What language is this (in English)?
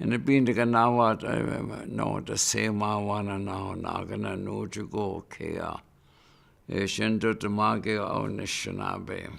Chippewa